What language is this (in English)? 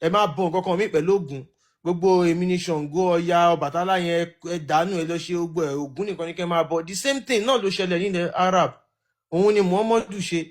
Yoruba